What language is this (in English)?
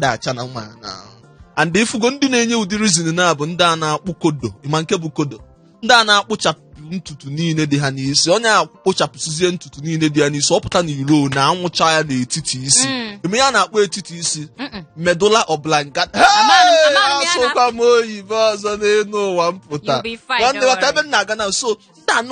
Igbo